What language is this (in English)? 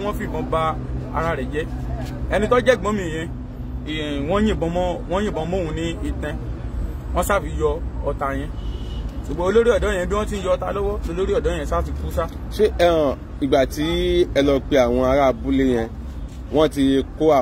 Yoruba